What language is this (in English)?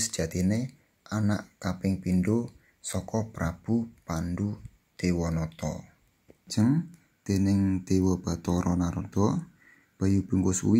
Javanese